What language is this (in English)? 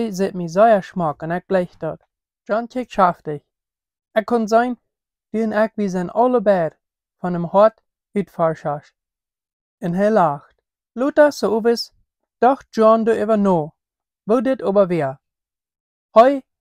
Plautdietsch